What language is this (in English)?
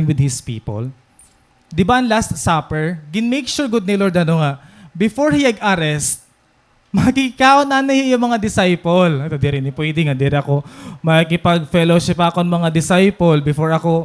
Waray